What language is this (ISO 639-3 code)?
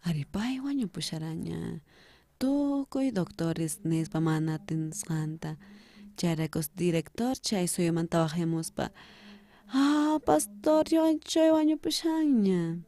quh